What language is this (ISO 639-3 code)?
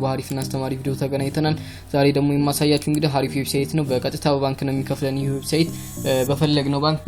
amh